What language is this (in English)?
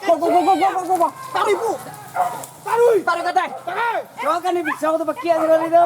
Minangkabau